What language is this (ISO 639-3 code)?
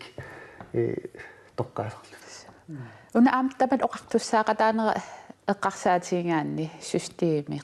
kal